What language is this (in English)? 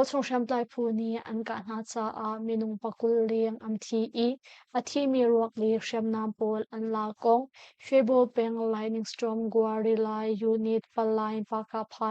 Hakha Chin